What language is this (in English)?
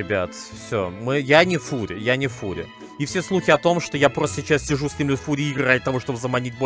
Russian